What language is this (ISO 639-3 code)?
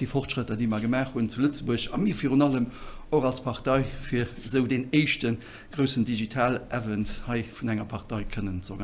ltz